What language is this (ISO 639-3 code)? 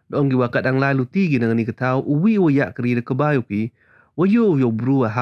pbv